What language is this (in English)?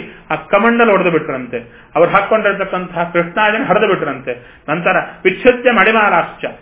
Kannada